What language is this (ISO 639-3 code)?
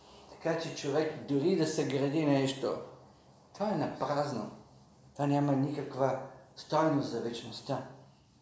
bul